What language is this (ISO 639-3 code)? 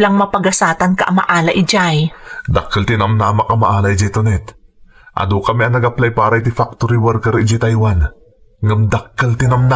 ilo